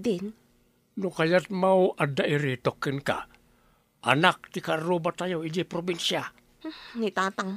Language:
Iloko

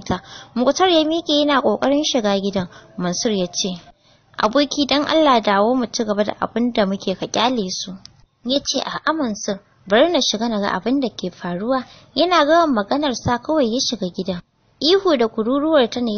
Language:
Hausa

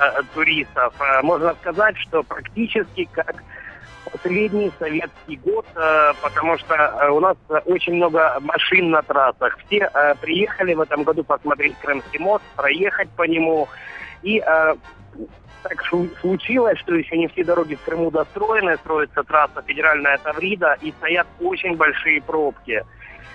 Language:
Russian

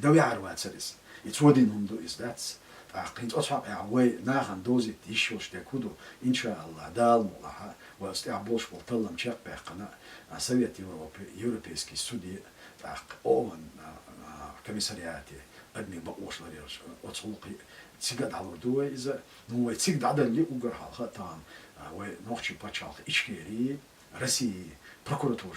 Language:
Chechen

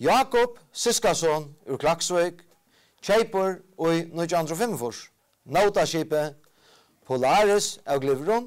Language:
Faroese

